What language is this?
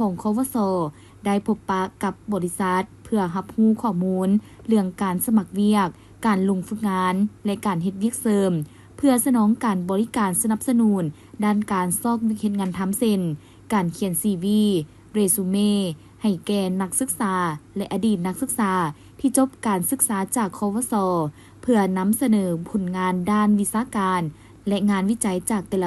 Lao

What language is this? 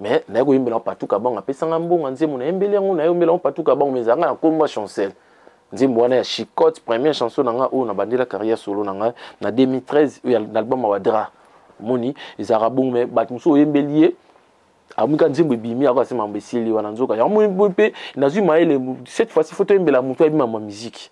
Lingala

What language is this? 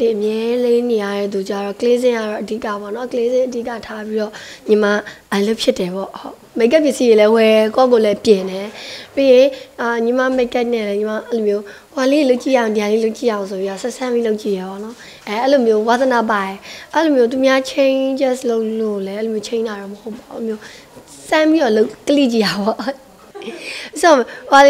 Burmese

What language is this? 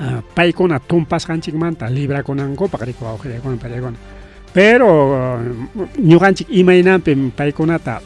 Ayacucho Quechua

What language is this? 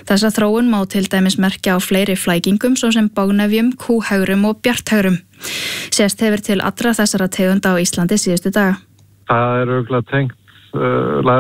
Icelandic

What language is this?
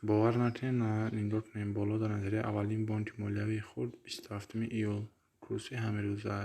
Tajik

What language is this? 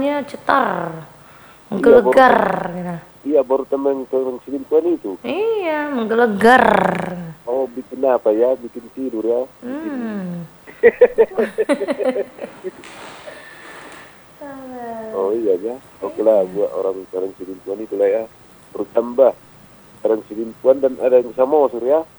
Indonesian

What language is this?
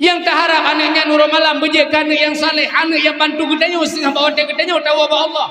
Achinese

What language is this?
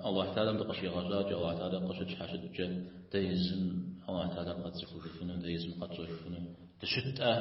Kabardian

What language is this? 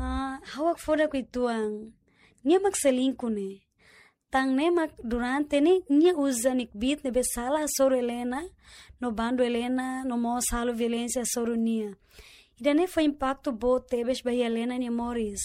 Tetum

